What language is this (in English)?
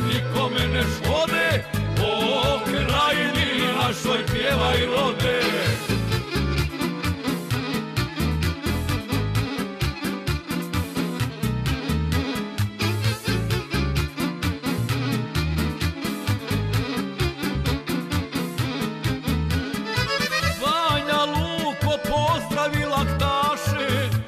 Croatian